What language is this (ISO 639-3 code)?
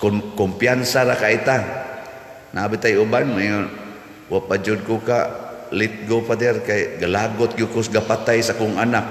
ceb